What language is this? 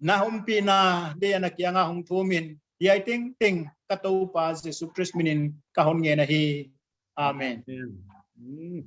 Paite Chin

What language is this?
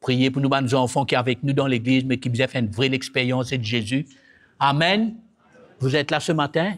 Morisyen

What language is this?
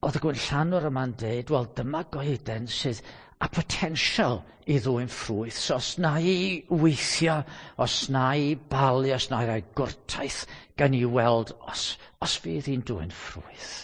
Welsh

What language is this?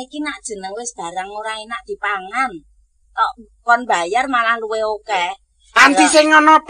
Javanese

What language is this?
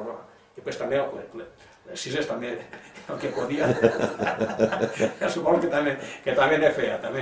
Catalan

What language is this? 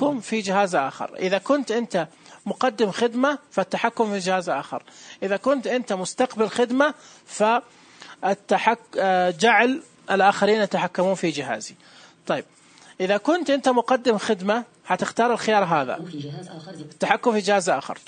Najdi Arabic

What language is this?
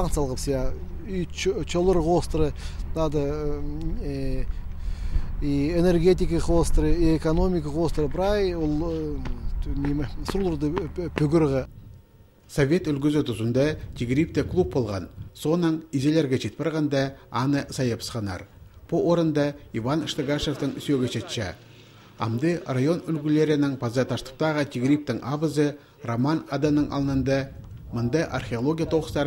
Khakas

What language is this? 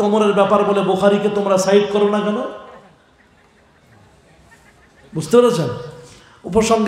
Bangla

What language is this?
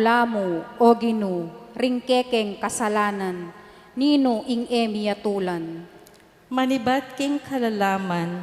Pampanga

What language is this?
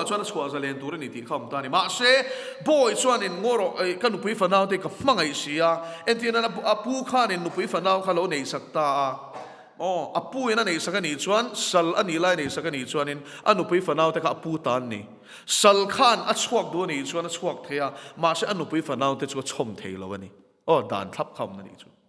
Mizo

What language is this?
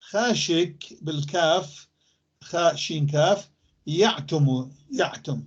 North Levantine Arabic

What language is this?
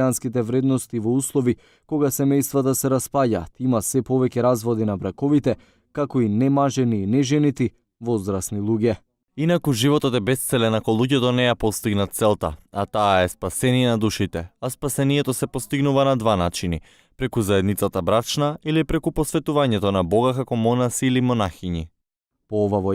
Macedonian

